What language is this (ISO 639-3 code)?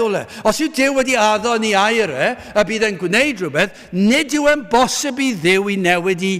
cym